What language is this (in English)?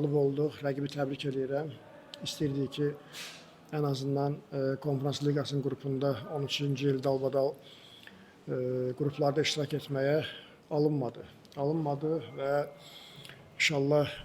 Azerbaijani